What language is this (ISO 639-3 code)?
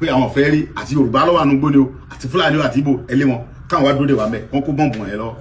yor